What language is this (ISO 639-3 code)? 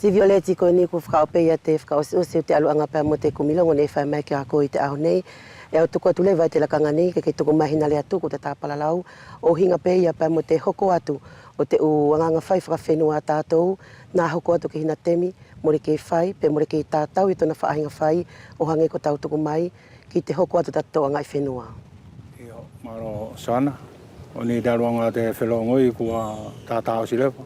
wls